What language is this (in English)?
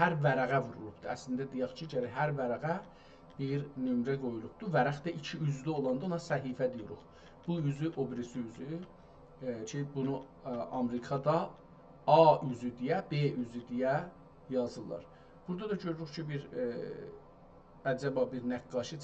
South Azerbaijani